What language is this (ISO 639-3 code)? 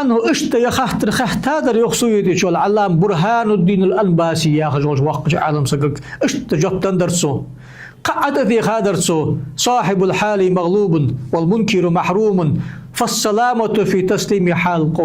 inh